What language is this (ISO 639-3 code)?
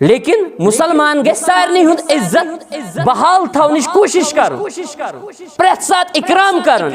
kas